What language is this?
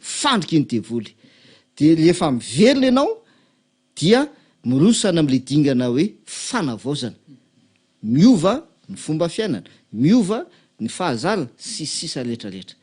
Malagasy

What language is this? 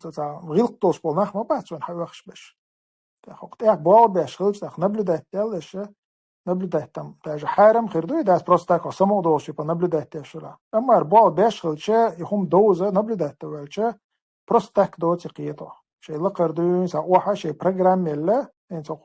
Chechen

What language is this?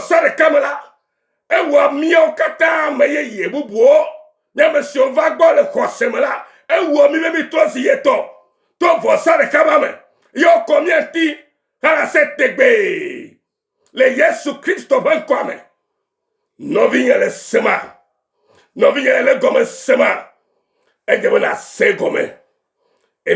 Ewe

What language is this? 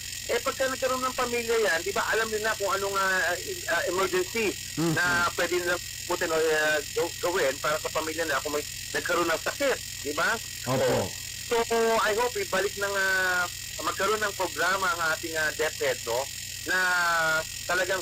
Filipino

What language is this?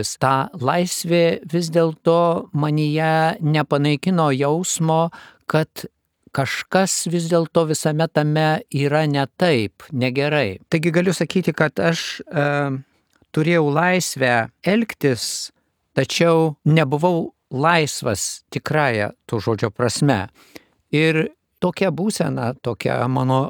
Lithuanian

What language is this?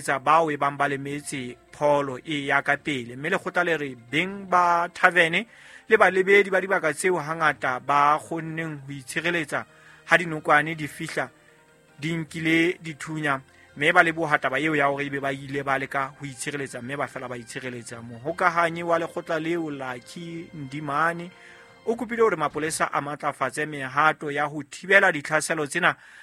Southern Sotho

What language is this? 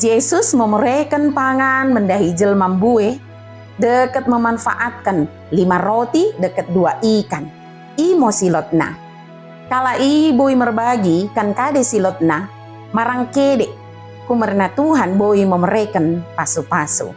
Batak Dairi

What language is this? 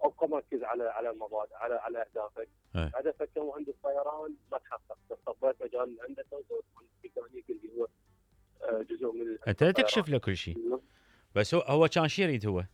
Mesopotamian Arabic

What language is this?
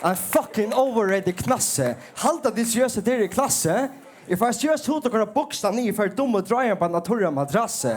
Faroese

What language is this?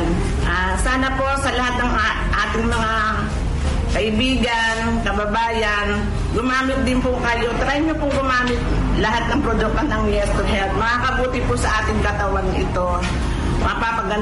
Filipino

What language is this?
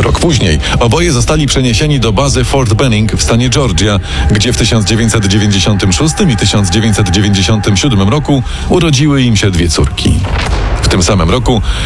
Polish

